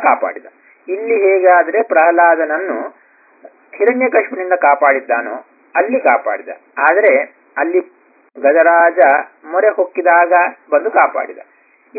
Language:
Kannada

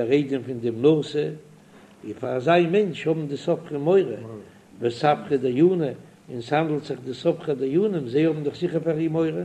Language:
Yiddish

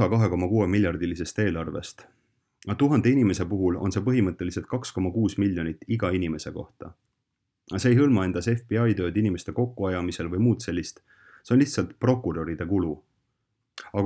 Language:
Estonian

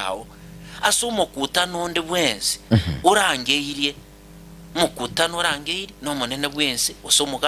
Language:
Gusii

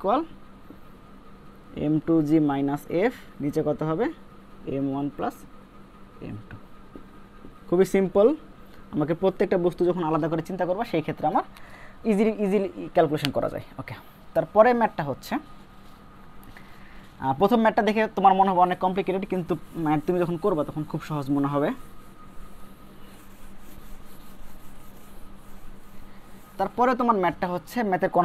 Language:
Bangla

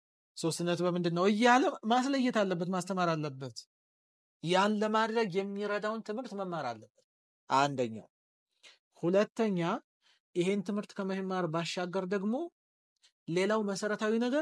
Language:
Amharic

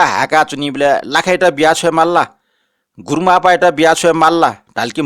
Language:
Newari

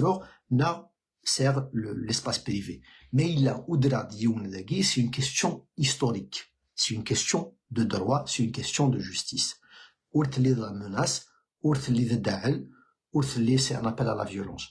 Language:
Kabyle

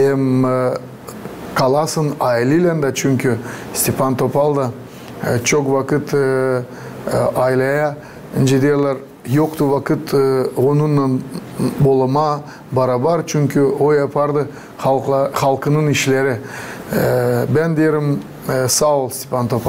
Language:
Gagauz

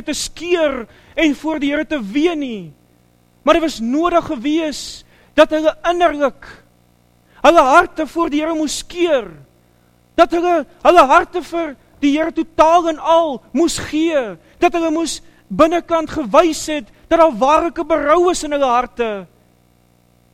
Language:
Afrikaans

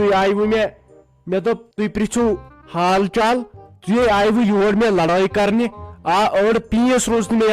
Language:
Kashmiri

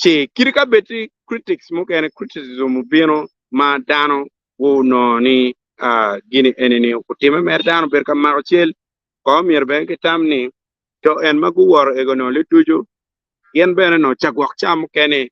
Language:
Acoli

